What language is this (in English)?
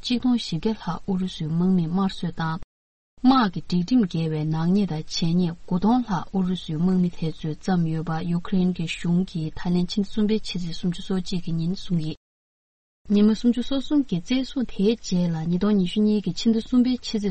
Tibetan